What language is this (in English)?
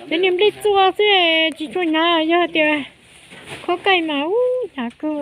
Hmong